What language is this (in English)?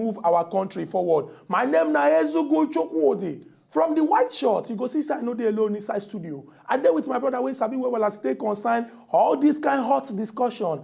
Nigerian Pidgin